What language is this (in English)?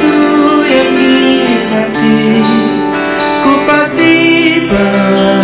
Indonesian